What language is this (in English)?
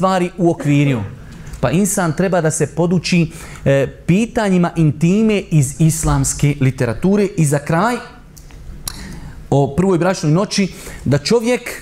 Bosnian